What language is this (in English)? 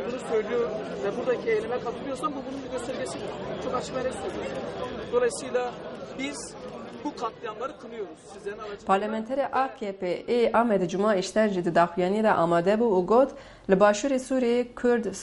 Kurdish